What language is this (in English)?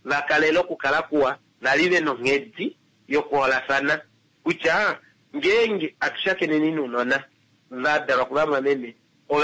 Kuanyama